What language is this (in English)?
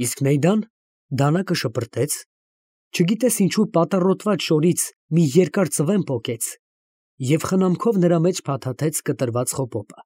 Armenian